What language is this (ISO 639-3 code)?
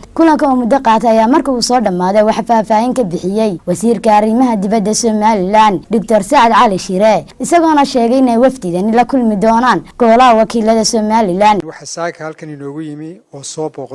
som